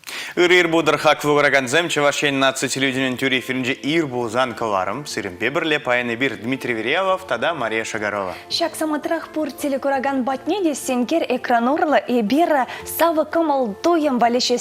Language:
Chuvash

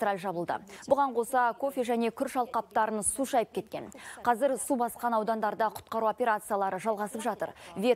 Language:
Kazakh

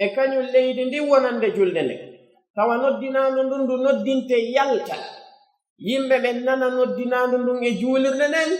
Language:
Pular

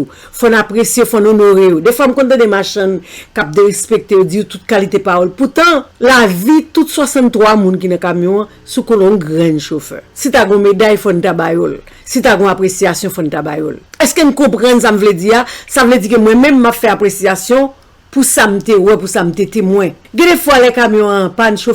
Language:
Haitian Creole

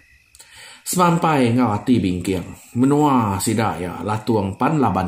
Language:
Iban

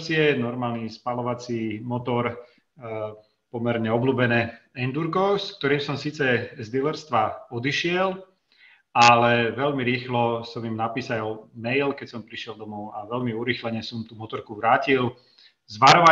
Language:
Slovak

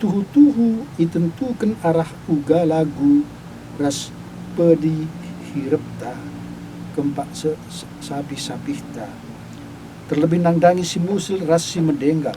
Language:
Batak Karo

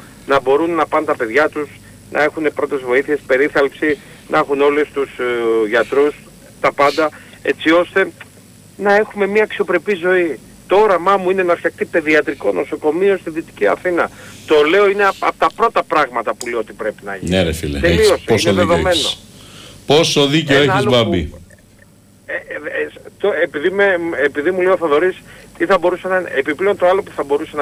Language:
Greek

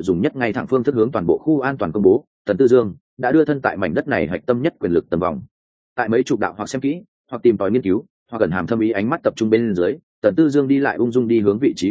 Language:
Vietnamese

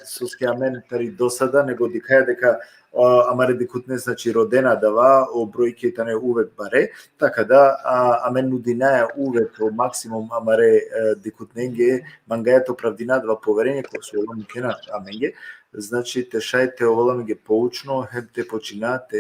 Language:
Balkan Romani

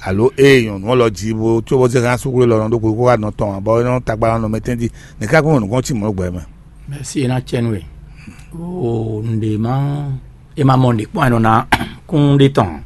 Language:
Fon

